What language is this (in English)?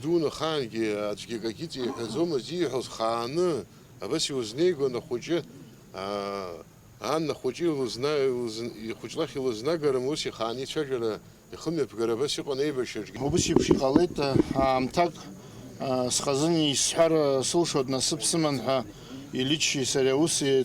Abkhazian